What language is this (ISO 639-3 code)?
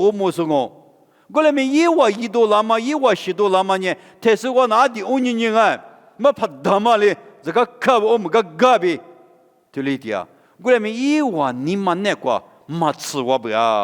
lis